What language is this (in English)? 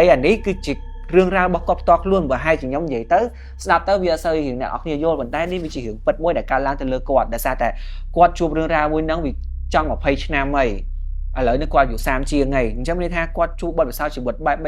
Khmer